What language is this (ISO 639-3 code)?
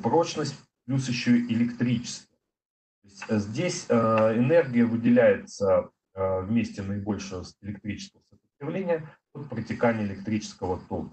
rus